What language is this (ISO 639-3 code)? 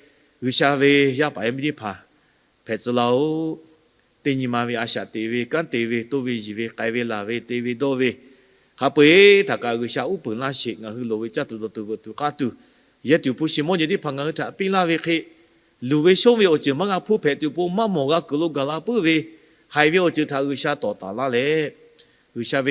lhu